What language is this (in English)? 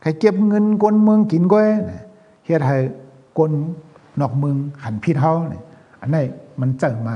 Shan